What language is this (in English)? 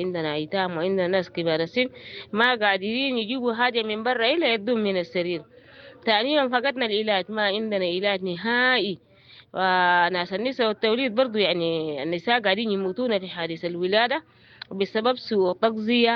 Sudanese Arabic